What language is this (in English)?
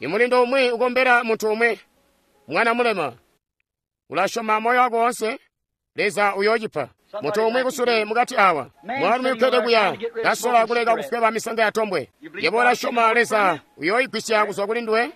Tonga (Zambia)